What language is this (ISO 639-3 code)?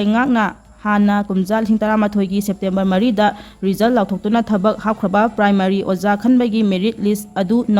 mni